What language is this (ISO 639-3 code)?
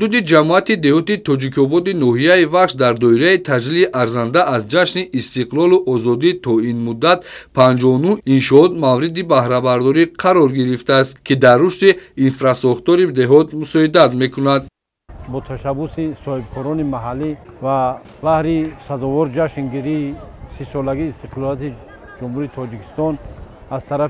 tgk